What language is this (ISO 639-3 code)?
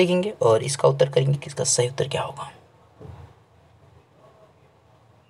hin